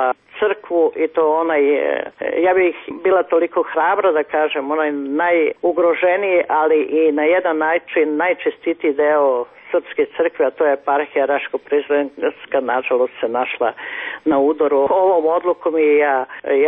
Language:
Serbian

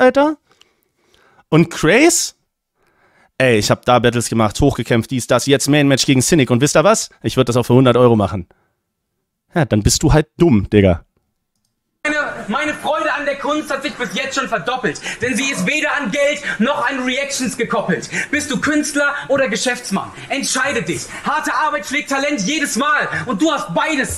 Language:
German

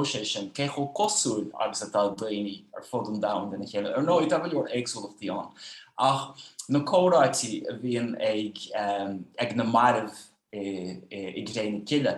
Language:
Irish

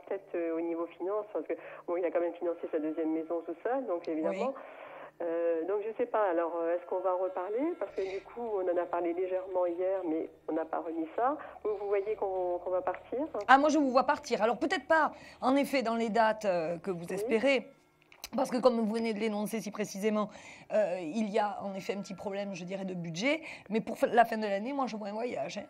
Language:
French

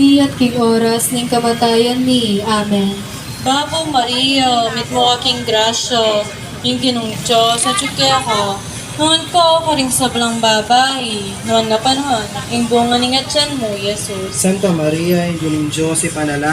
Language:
Pampanga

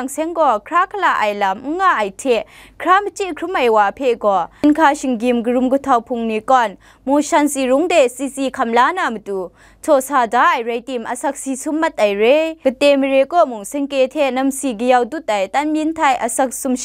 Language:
Kachin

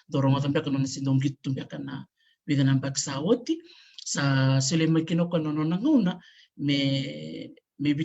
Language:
Fijian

